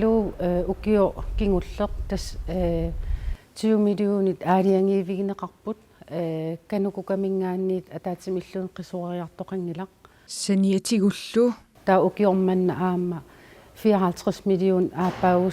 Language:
Kalaallisut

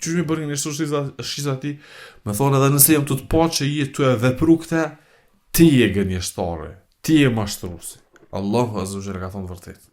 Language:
Albanian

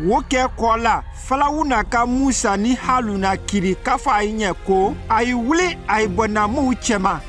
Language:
Konyanka Maninka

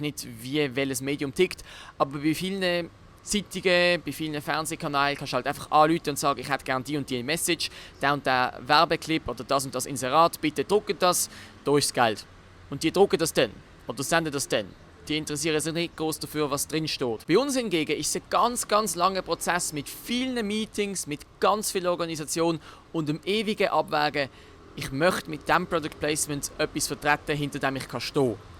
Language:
Swiss German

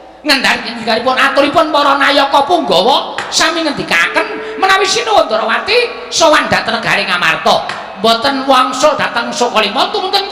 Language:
Javanese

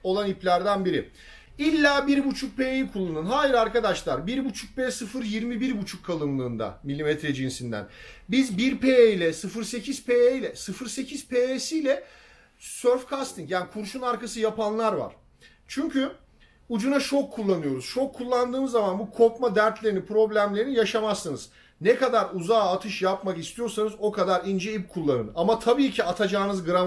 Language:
Turkish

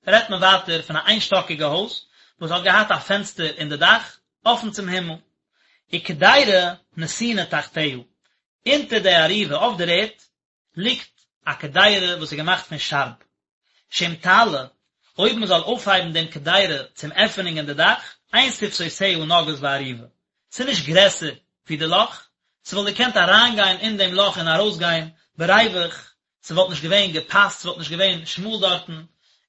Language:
Yiddish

